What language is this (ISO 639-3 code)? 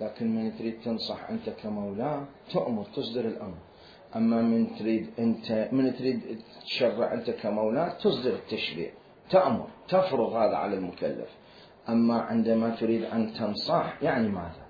acm